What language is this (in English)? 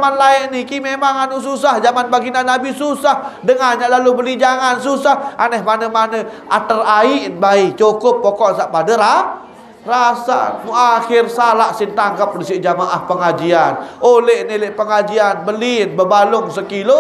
Sasak